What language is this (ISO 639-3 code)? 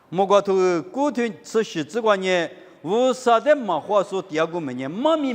lis